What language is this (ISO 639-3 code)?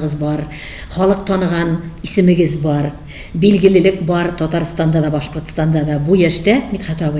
tat